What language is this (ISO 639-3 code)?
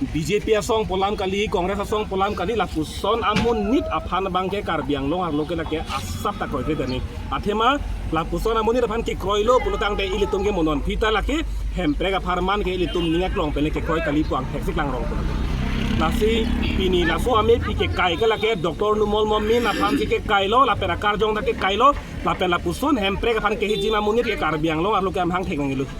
mjw